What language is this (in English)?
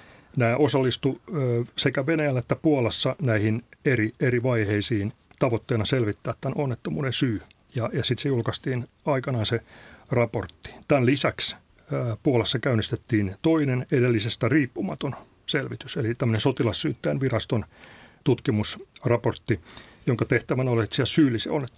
Finnish